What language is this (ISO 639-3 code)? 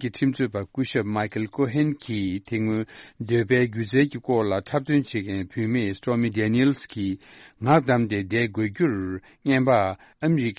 bod